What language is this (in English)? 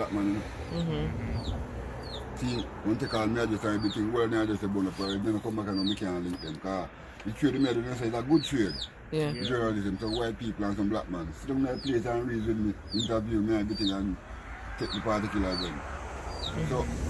Jamaican Creole English